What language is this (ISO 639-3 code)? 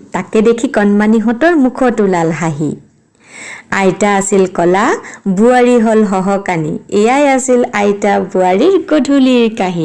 asm